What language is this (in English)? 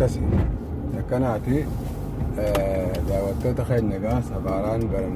Oromo